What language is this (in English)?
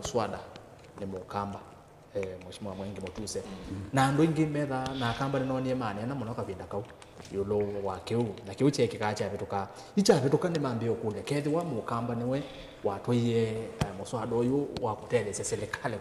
Kamba